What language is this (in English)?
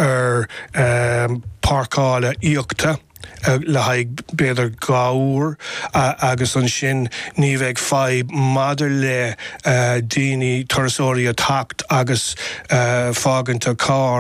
Irish